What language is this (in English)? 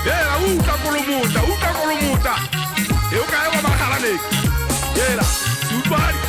Southern Sotho